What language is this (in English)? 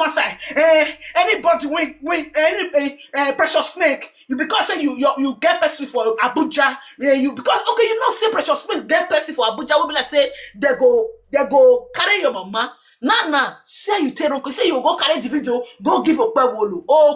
Nigerian Pidgin